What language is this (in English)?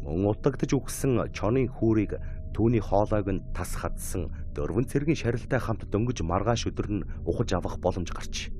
Mongolian